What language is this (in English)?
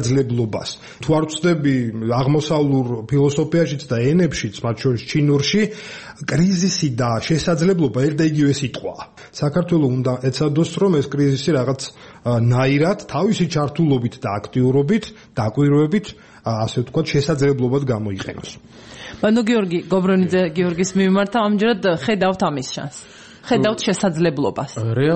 Georgian